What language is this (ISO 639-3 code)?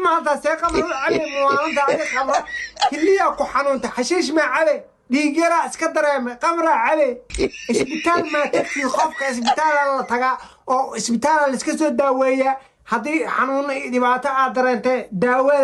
som